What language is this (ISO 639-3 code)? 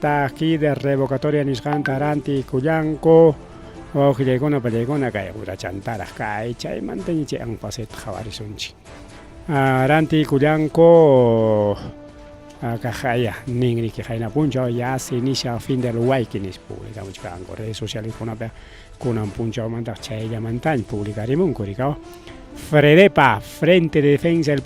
quy